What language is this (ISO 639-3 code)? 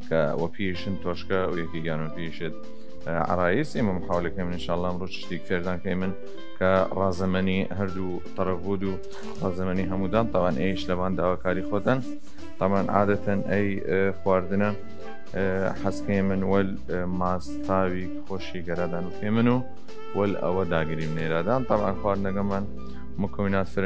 sdh